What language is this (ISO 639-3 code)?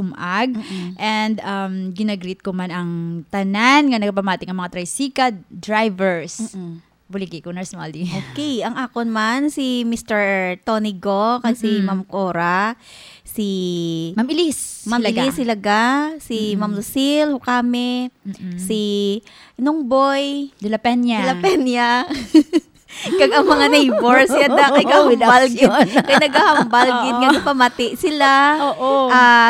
hil